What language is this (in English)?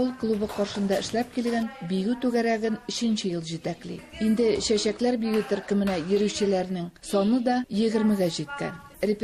Tatar